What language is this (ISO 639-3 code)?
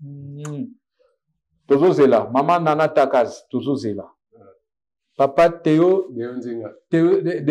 lin